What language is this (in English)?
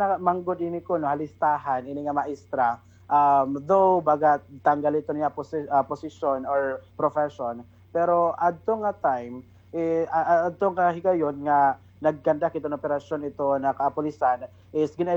Waray